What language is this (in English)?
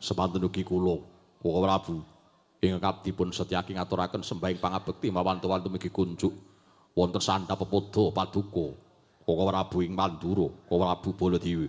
Javanese